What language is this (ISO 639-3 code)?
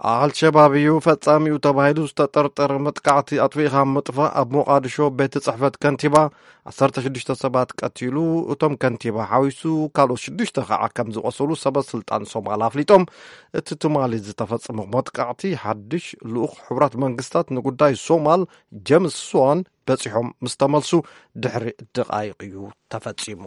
tir